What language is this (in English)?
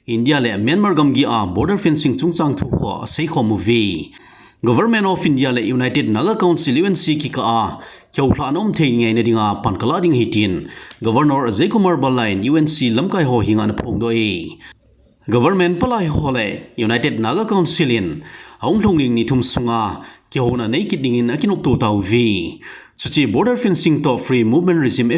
Thado Chin